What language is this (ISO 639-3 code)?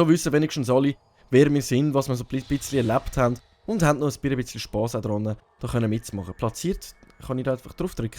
gsw